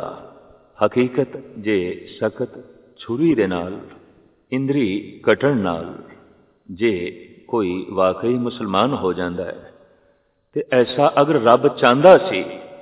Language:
Punjabi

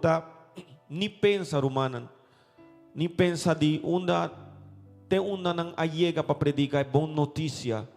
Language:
Papiamento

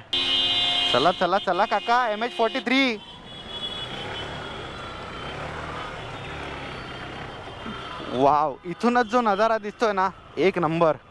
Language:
Marathi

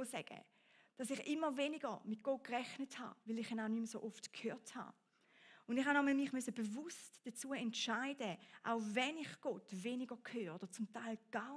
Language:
Swiss German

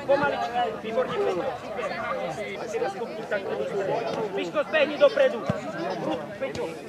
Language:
Slovak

